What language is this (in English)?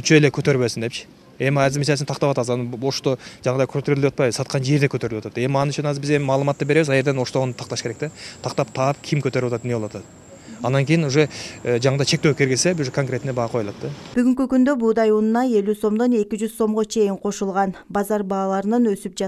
Kyrgyz